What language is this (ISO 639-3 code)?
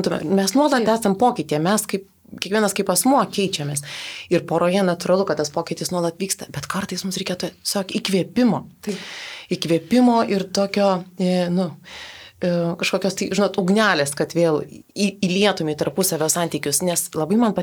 lit